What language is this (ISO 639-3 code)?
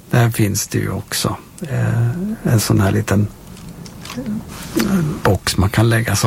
swe